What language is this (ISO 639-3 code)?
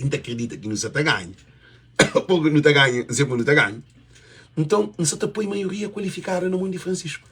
kea